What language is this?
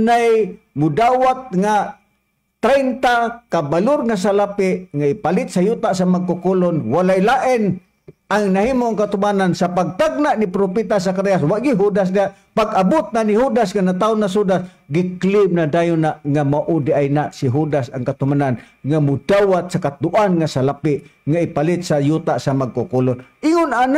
Cebuano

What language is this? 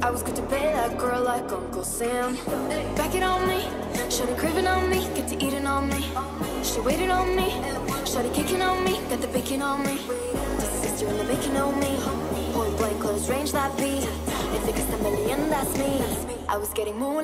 English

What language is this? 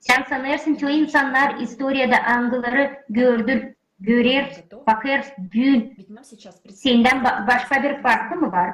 Gagauz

